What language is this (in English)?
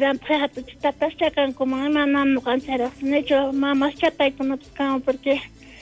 South Bolivian Quechua